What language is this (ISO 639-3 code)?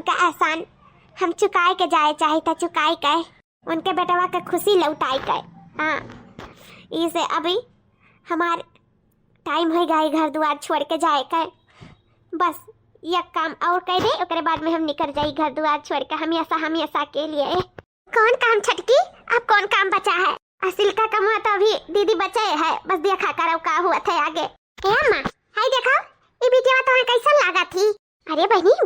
awa